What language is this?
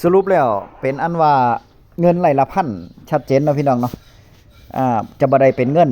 Northeastern Thai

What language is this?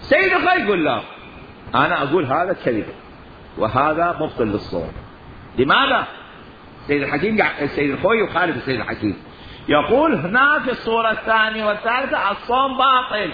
Mesopotamian Arabic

